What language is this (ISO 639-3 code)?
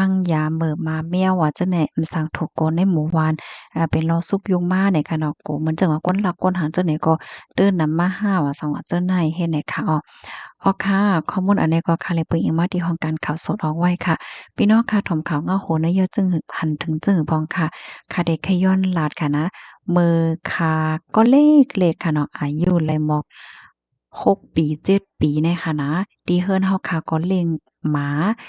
shn